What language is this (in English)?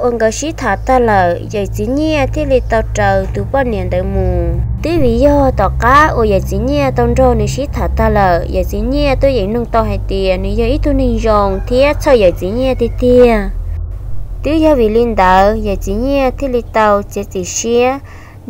Vietnamese